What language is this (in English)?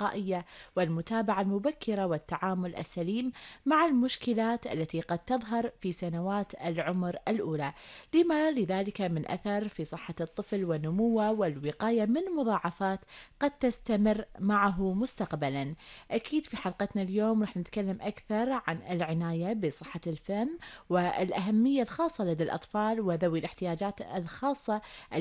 Gulf Arabic